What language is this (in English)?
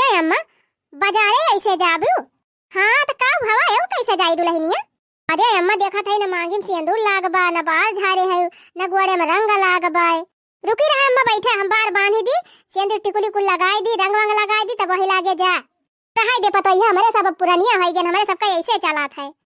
Awadhi